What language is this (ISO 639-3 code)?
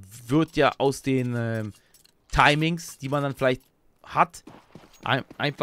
deu